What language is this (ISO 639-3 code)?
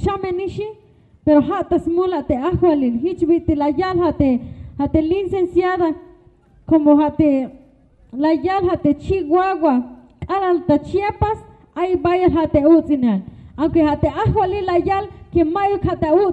tzh